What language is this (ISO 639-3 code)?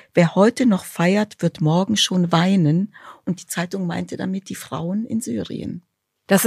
deu